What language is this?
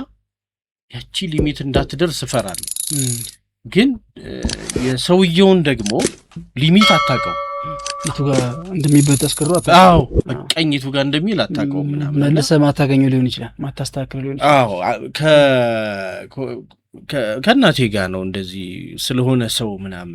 Amharic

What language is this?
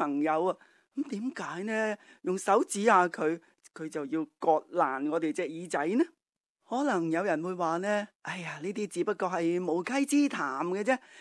Cantonese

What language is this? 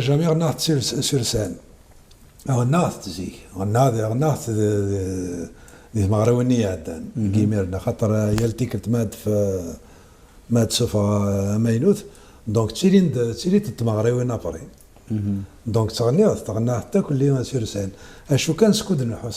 Kabyle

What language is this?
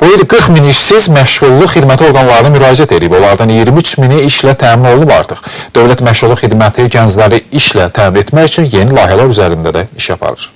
Azerbaijani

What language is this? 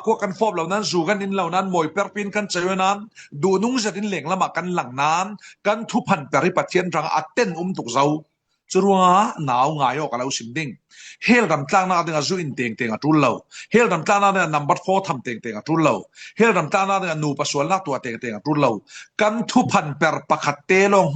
Falam Chin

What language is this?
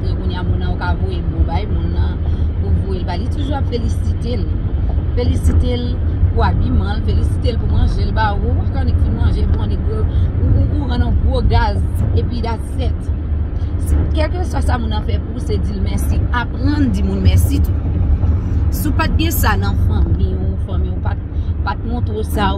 Haitian Creole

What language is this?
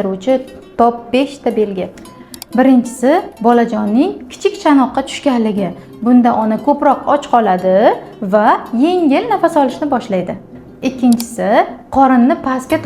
Uzbek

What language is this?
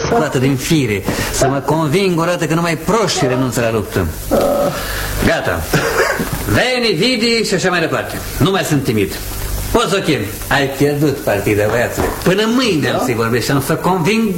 Romanian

